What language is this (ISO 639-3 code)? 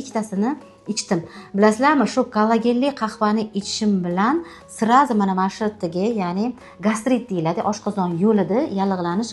uzb